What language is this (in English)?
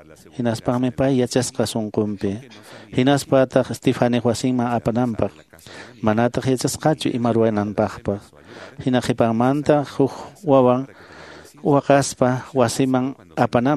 Quechua